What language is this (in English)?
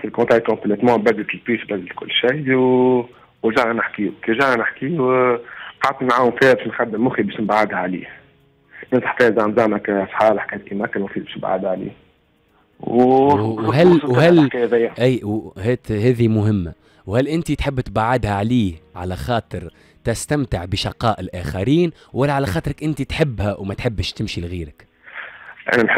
Tunisian Arabic